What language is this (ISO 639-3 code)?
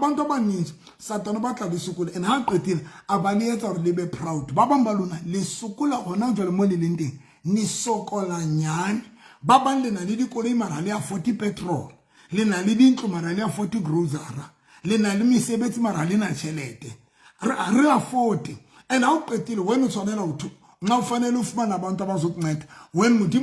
sot